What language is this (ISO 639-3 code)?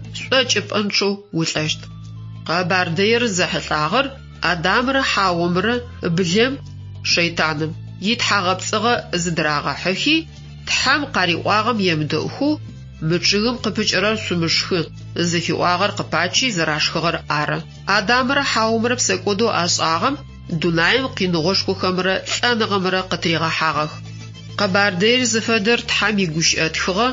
ady